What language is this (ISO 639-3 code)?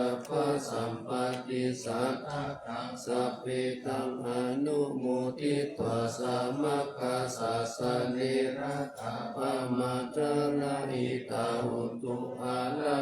pli